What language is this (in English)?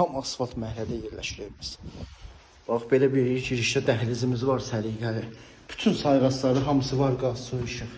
Azerbaijani